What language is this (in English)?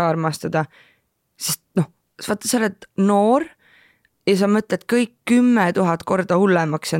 Estonian